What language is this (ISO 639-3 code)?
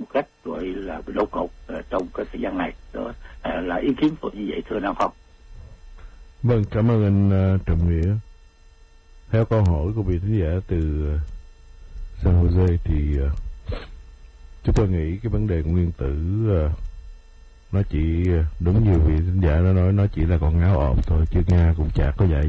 vie